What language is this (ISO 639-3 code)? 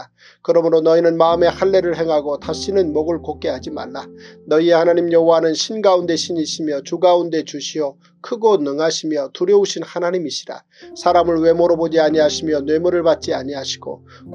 kor